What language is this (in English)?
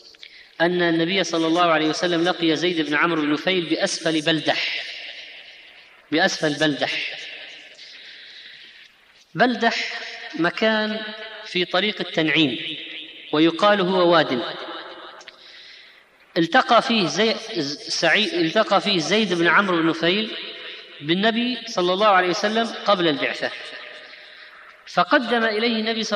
Arabic